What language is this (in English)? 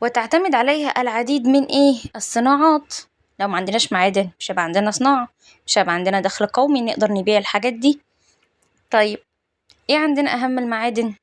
Egyptian Arabic